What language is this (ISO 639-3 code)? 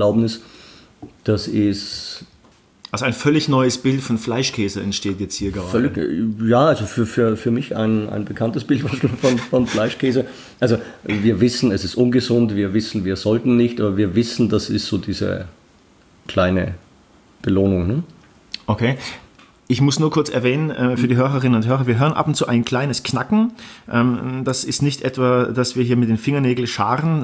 deu